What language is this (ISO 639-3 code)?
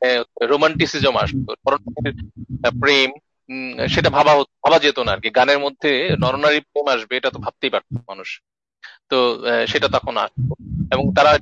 ben